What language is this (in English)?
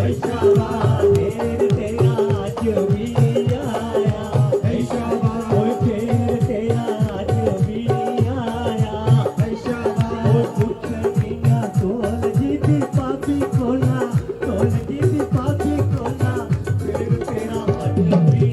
Dogri